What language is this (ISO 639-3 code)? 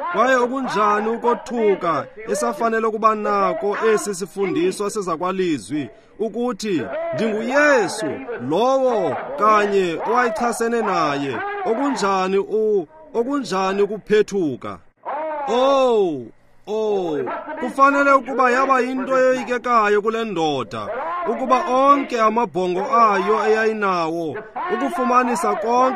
xho